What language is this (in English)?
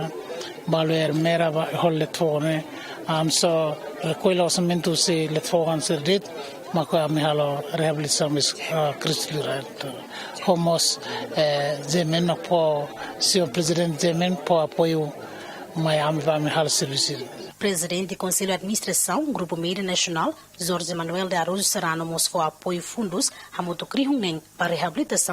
Tetum